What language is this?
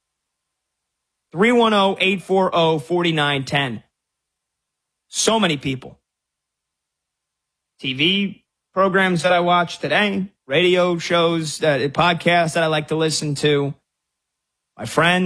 English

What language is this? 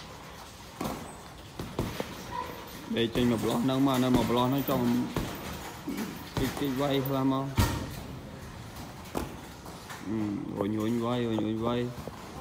Vietnamese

